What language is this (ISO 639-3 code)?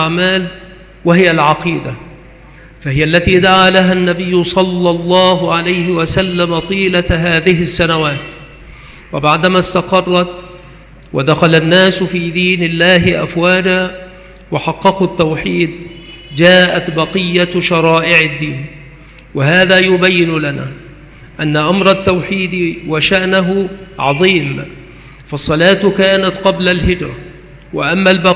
ara